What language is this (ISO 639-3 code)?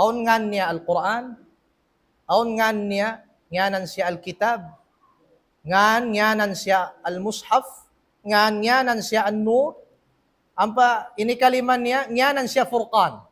tsg